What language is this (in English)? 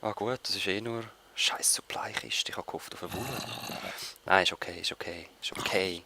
Swiss German